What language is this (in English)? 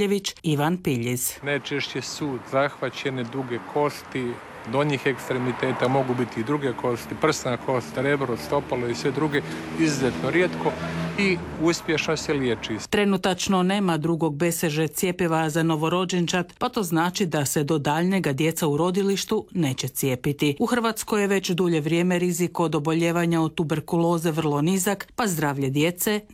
Croatian